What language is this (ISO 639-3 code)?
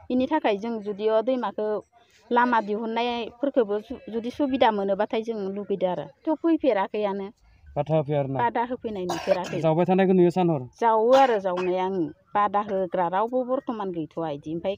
brx